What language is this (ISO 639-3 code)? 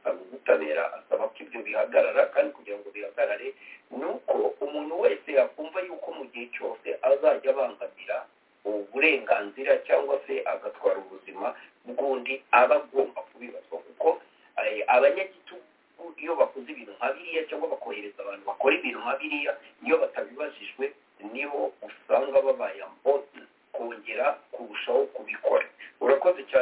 kin